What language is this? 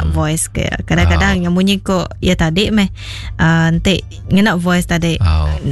Iban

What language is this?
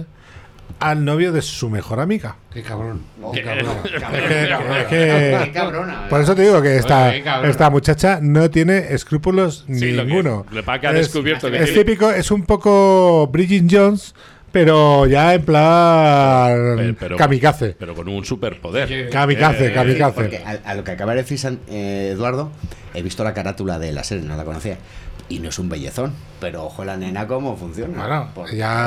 Spanish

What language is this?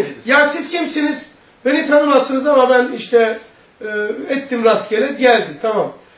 Turkish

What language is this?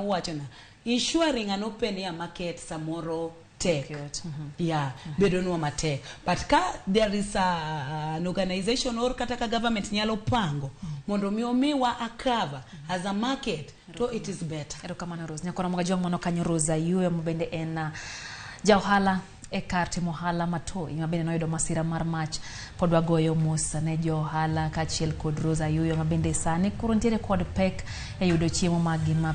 Luo (Kenya and Tanzania)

